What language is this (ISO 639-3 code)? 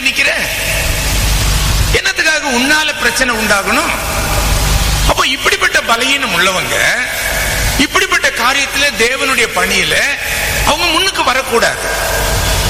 tam